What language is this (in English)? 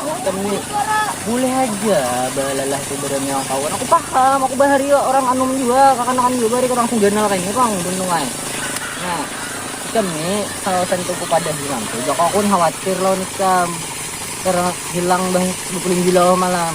Banjar